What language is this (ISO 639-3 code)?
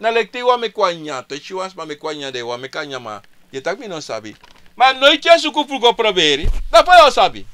srn